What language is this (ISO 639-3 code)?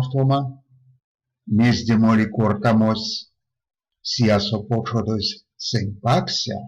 myv